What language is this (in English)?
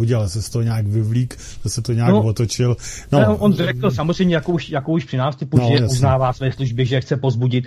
Czech